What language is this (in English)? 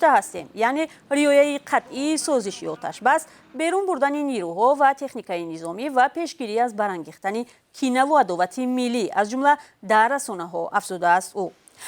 Tajik